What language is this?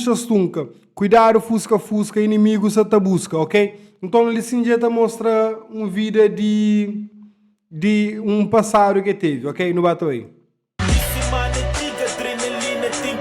Kabuverdianu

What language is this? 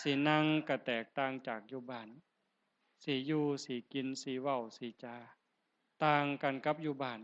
Northeastern Thai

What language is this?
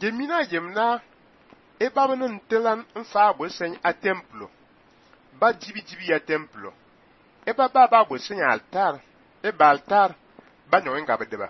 Fang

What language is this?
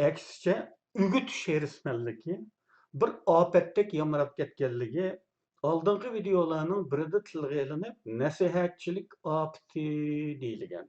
Uyghur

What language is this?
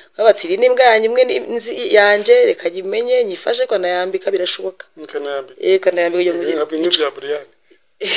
Kinyarwanda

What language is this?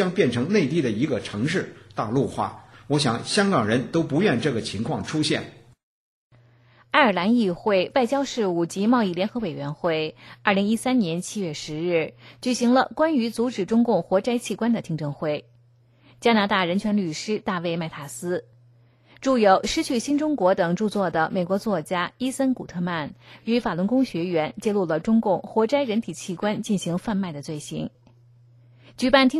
Chinese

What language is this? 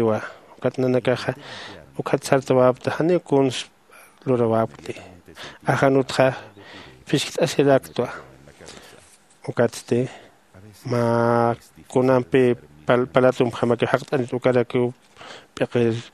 Aymara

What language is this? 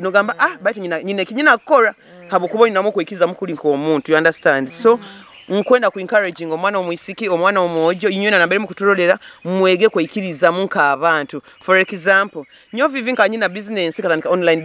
Nyoro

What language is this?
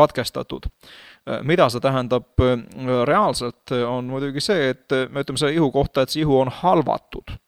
Estonian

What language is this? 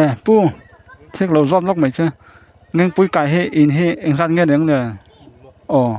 Mizo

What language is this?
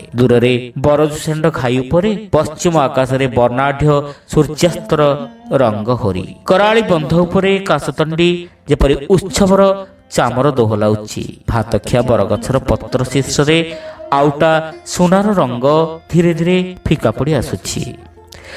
Odia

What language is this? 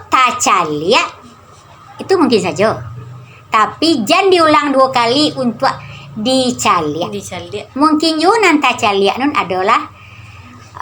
Minangkabau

